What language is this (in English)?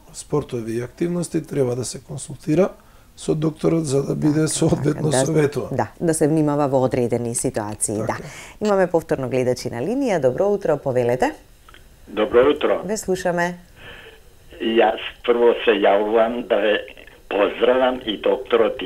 Macedonian